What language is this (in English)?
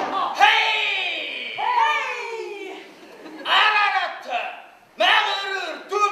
Bashkir